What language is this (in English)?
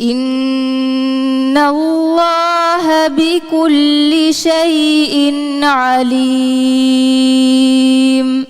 Divehi